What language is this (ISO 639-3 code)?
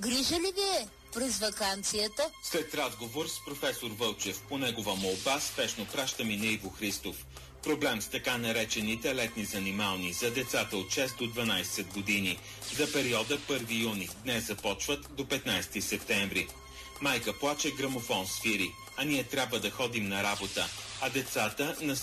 bul